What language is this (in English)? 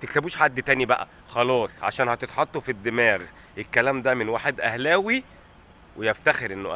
Egyptian Arabic